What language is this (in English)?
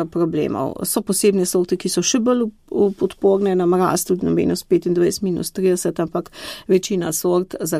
Slovenian